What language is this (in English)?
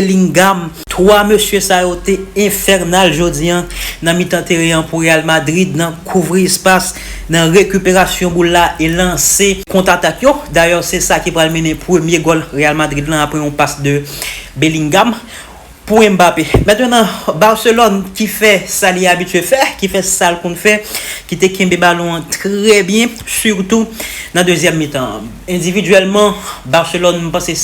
Haitian Creole